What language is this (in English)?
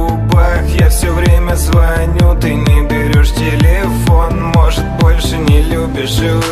Russian